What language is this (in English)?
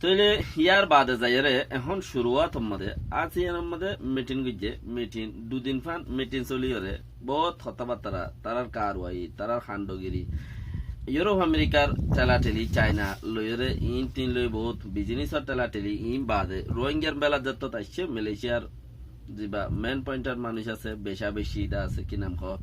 Rohingya